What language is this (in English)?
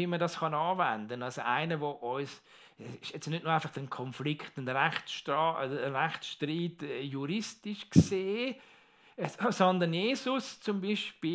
Swiss German